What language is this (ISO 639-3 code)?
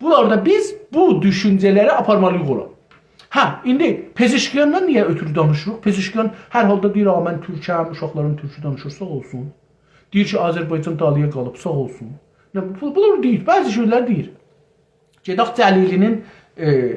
azb